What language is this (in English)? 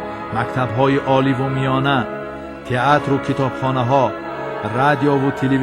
Tajik